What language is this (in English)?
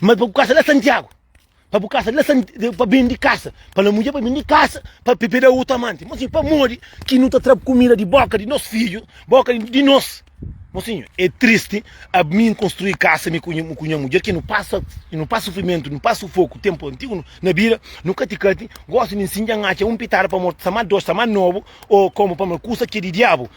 Kabuverdianu